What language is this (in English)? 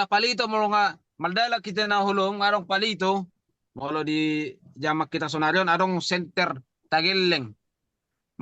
Batak Toba